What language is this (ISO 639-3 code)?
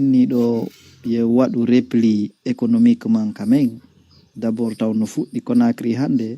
ful